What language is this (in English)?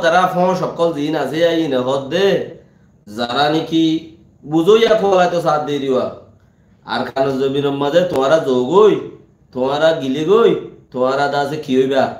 Rohingya